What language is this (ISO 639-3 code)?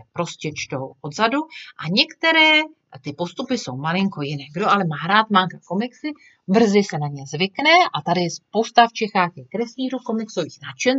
ces